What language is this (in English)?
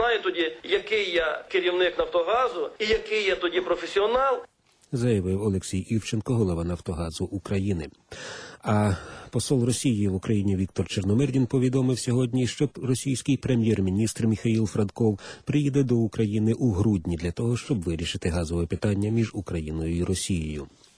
Ukrainian